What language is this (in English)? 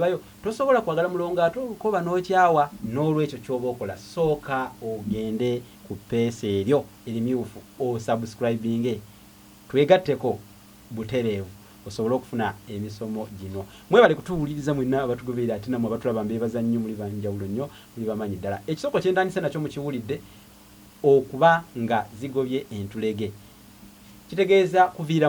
Ganda